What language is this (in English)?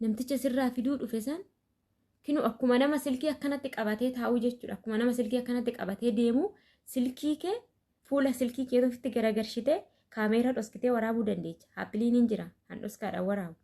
Oromo